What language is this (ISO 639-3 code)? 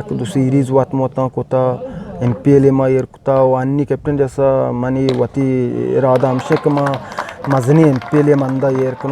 bgp